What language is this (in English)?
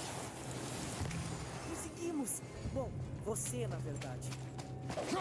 Portuguese